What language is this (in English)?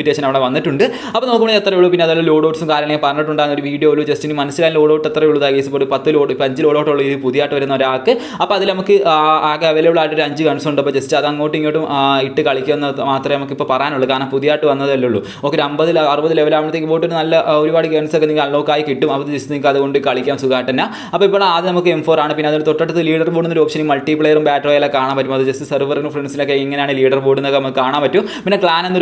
Malayalam